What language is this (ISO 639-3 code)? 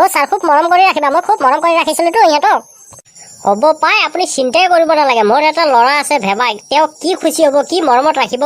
asm